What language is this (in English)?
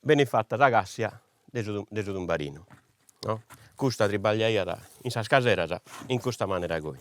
Sardinian